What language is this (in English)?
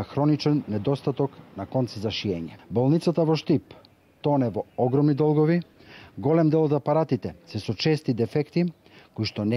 Macedonian